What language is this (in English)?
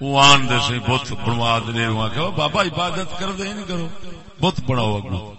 Saraiki